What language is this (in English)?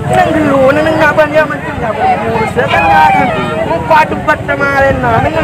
Madurese